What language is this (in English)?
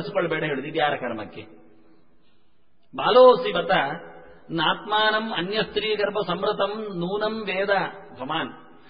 Kannada